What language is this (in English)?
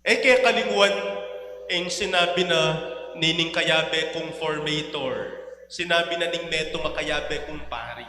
Pampanga